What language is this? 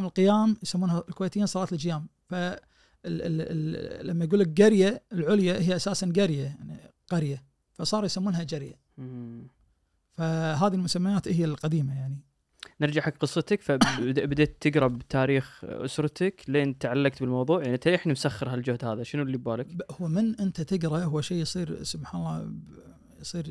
Najdi Arabic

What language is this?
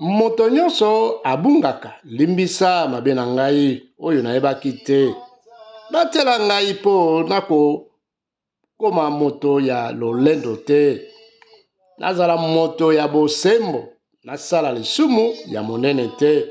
Lingala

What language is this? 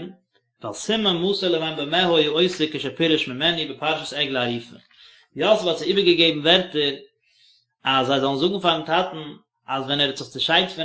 Yiddish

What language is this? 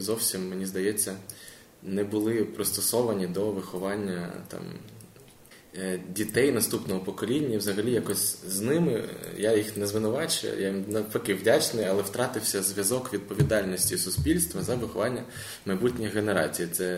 Ukrainian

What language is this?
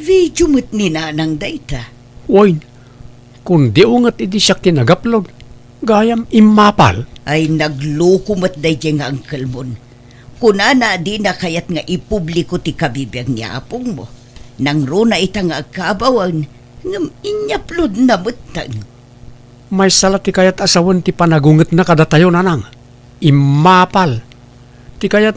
Iloko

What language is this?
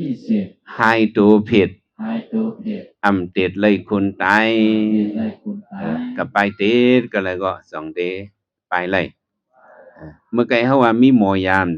Shan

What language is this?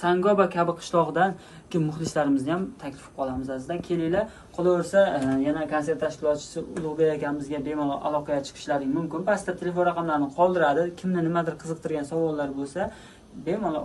Uzbek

